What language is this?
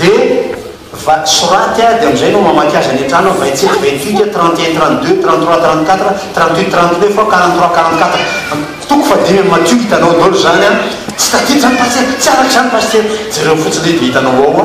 Malagasy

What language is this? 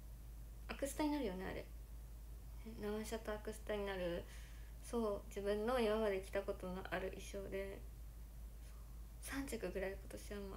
Japanese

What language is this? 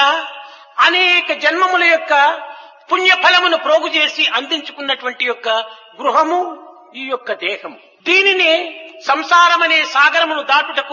Telugu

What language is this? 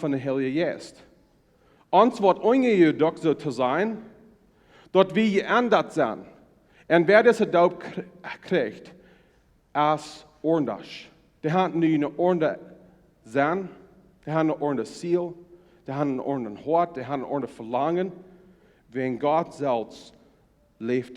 Plautdietsch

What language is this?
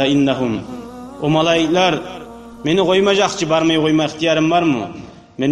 Kumyk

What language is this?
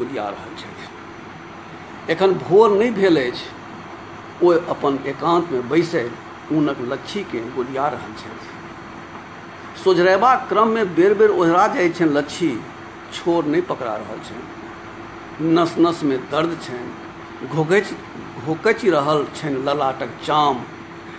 Maithili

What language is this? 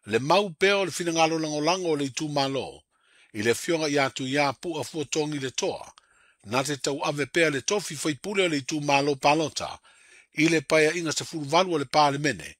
Samoan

